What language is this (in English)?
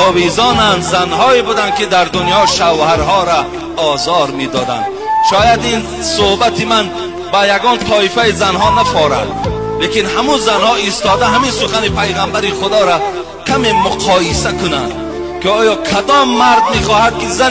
Tajik